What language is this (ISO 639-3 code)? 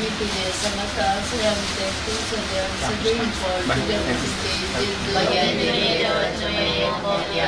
kok